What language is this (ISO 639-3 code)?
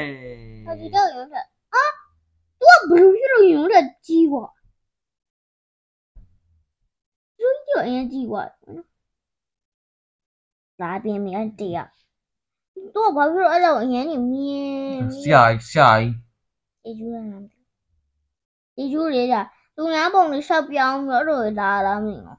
mya